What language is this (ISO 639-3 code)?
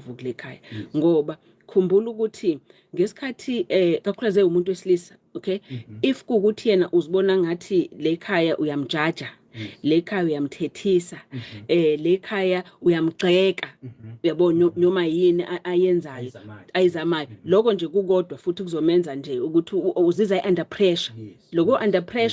zul